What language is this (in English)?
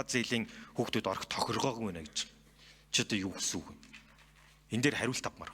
Mongolian